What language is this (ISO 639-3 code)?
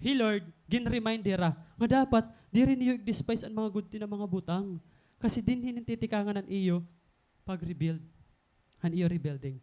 war